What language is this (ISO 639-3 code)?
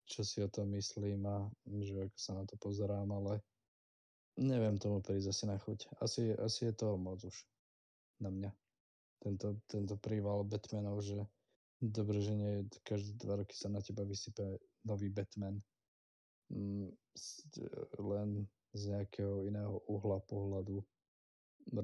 slk